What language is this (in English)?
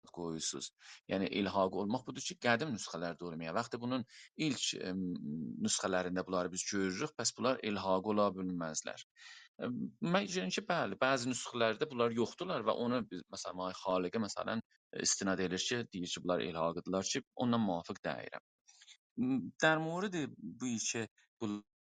South Azerbaijani